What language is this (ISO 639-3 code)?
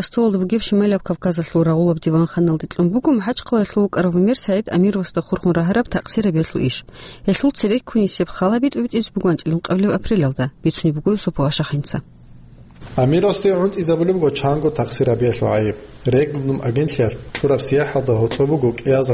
ava